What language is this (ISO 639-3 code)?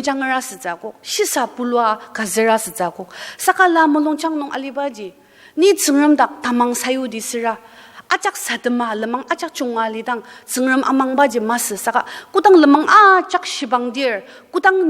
njo